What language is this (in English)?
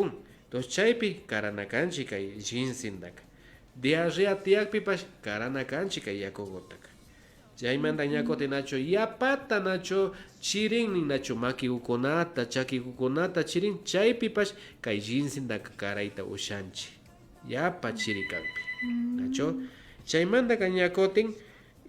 Imbabura Highland Quichua